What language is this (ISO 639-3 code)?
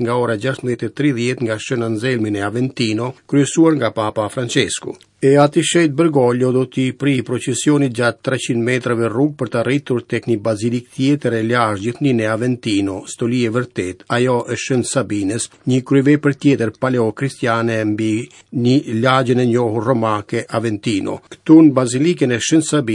sqi